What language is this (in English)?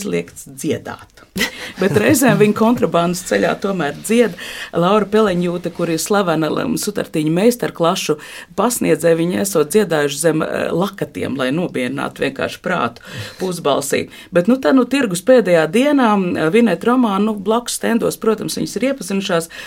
Latvian